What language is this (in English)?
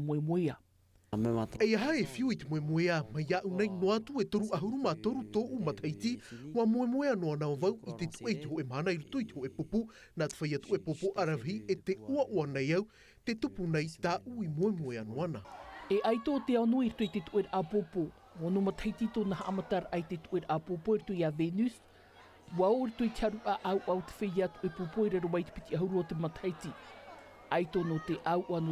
Tahitian